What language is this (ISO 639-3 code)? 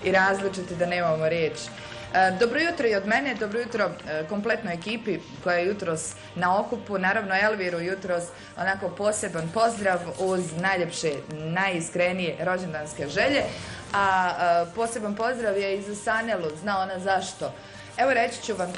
bos